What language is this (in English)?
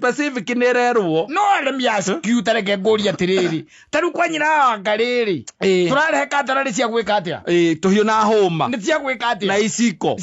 Kikuyu